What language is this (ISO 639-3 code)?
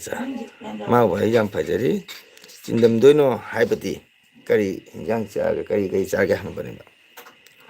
mni